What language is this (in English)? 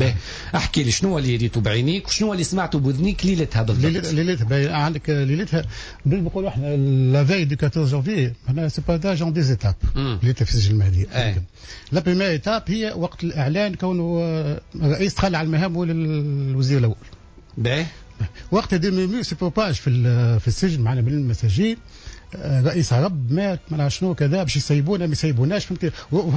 Tunisian Arabic